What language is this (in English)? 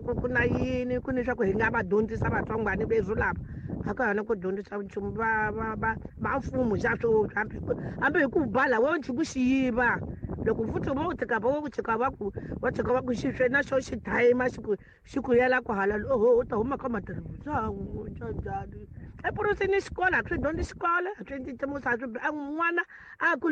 Tsonga